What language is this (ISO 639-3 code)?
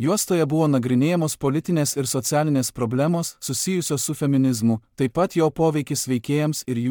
lit